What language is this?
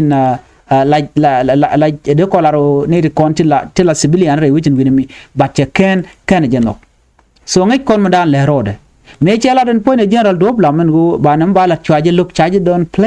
Nuer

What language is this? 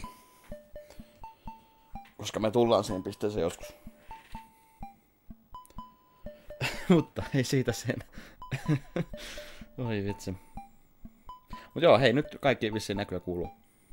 Finnish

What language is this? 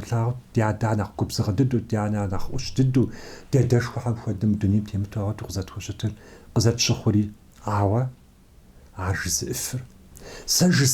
Kabardian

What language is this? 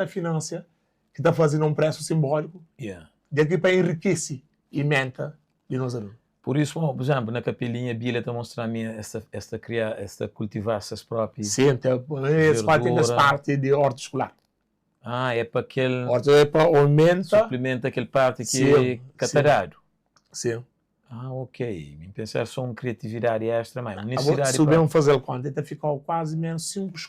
Kabuverdianu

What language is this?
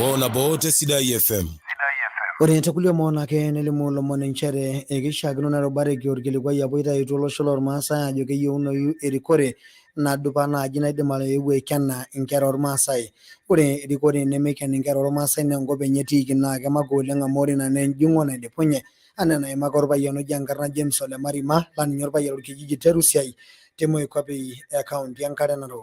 Masai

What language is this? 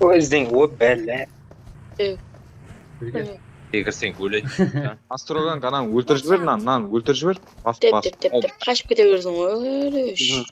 Kara-Kalpak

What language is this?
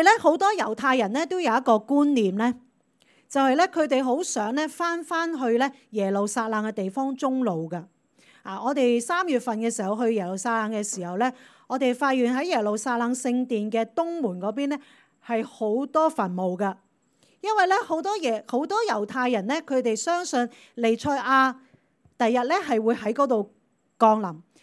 Cantonese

